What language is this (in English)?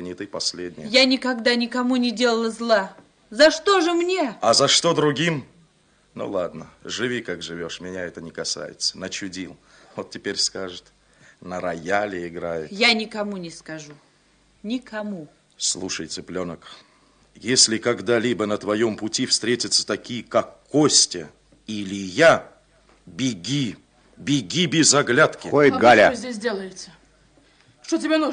Russian